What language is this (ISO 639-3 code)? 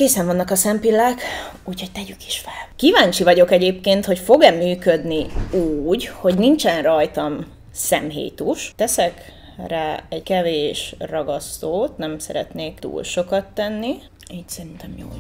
hun